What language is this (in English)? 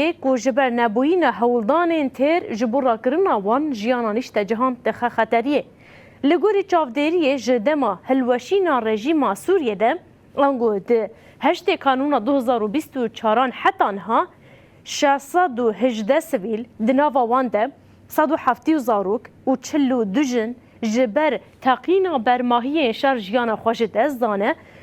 Kurdish